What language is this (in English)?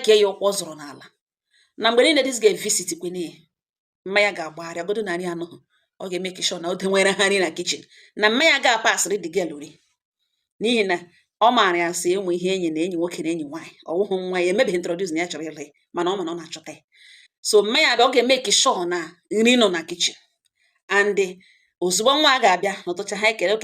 Igbo